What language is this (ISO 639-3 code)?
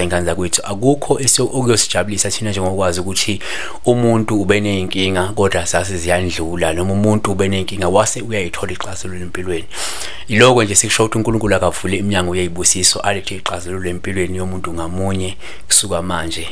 zul